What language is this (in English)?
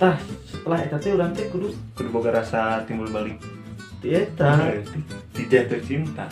Sundanese